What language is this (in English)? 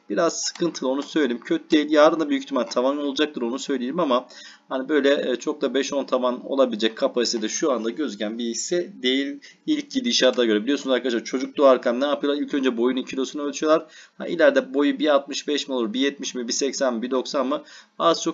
Turkish